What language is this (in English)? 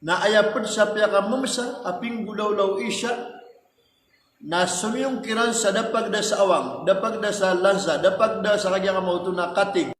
Maranao